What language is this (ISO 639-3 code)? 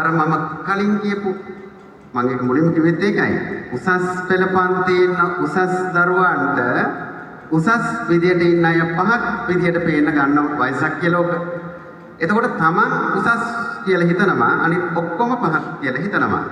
sin